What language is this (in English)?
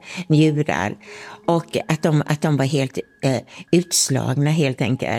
Swedish